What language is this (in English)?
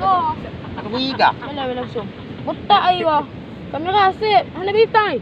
Achinese